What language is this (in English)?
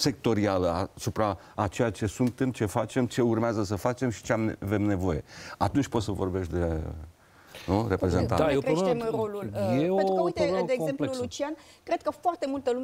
Romanian